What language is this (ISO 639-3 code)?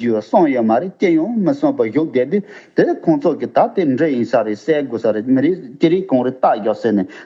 bod